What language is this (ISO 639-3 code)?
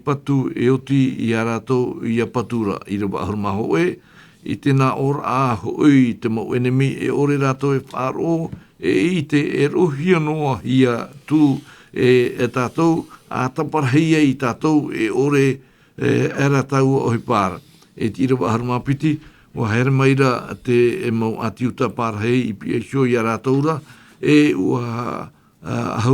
tah